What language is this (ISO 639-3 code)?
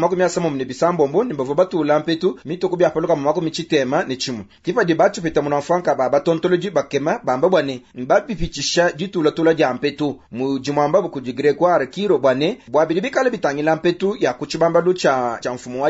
lua